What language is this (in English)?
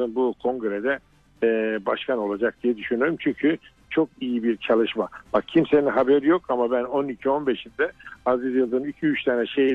Turkish